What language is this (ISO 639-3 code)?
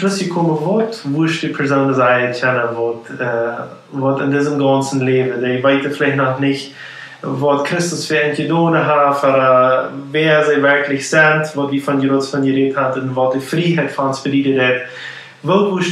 pdt